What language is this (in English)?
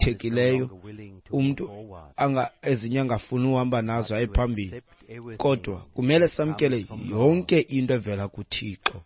Xhosa